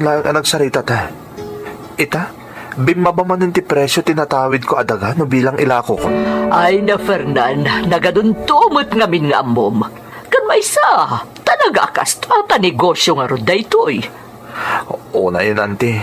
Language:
Iloko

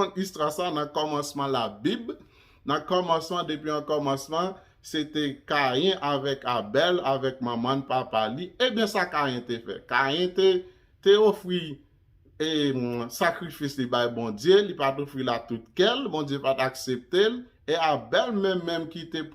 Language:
Haitian Creole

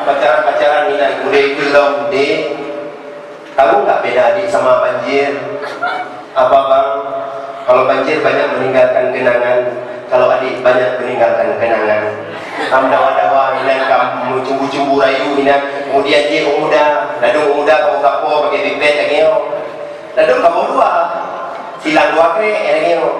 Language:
Achinese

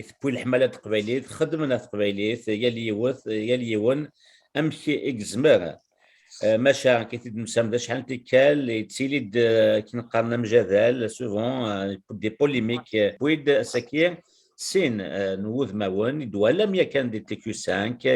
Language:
Kabyle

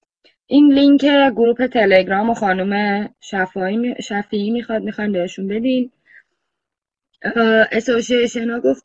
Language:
Persian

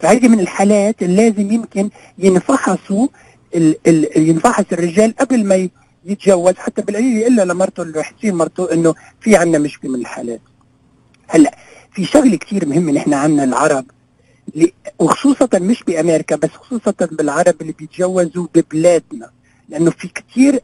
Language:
North Levantine Arabic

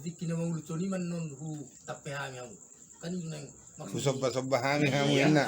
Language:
Batak Toba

